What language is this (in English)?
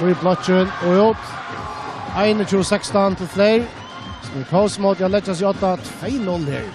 Faroese